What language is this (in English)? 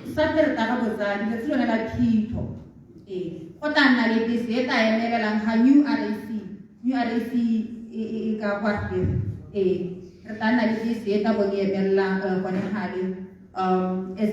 Tswana